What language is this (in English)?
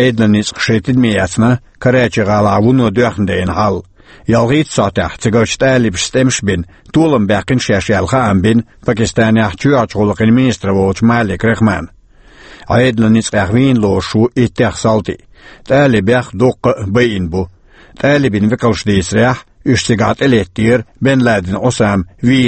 Chechen